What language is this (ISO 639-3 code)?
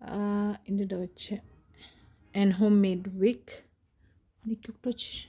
bod